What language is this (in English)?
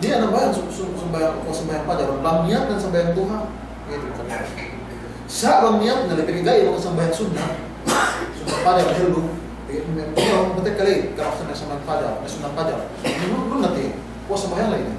Yakan